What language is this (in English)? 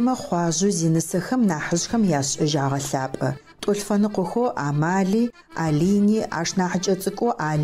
Adyghe